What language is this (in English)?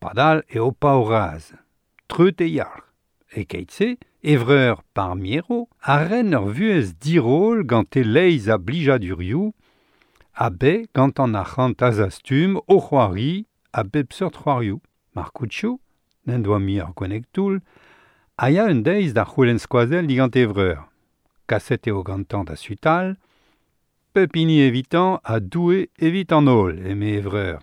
Breton